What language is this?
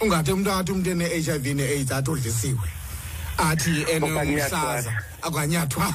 Xhosa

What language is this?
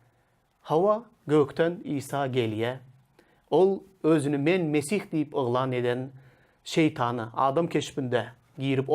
Turkmen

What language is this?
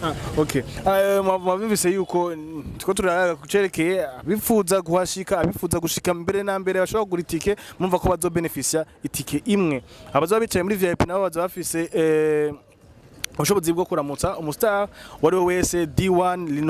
Rundi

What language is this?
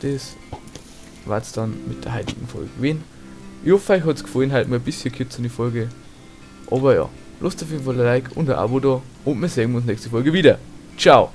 Bavarian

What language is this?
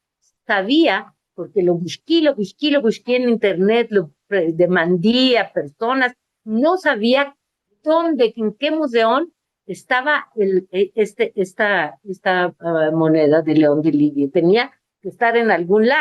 Ladino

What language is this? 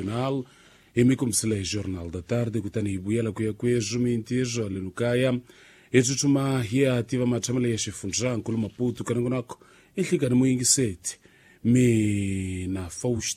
Tsonga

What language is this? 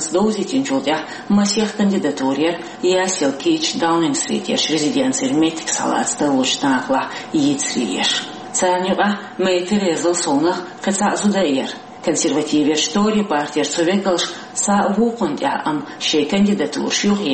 Chechen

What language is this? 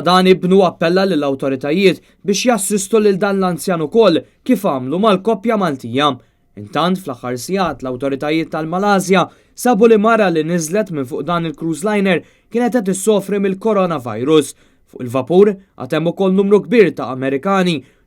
Maltese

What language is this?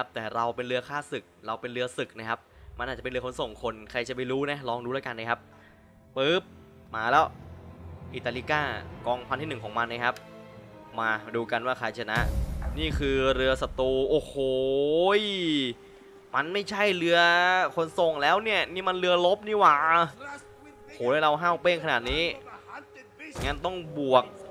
Thai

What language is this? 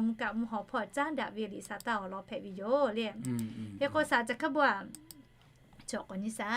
Lahu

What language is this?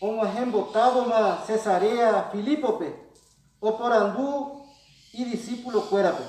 Guarani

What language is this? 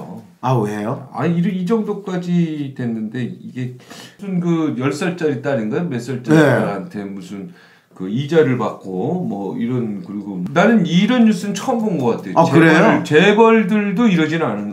Korean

